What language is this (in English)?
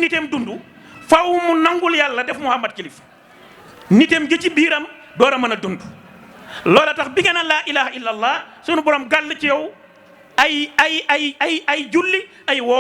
Wolof